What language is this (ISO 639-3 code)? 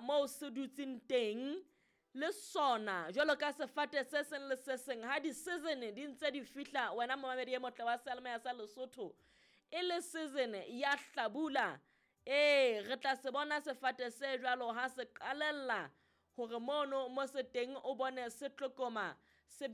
sot